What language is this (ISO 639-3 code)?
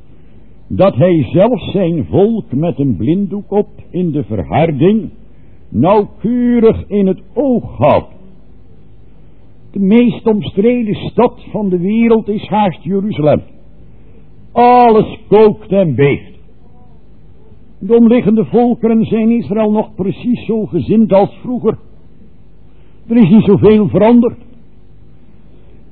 nld